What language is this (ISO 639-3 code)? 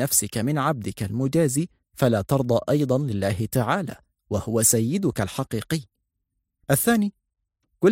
ara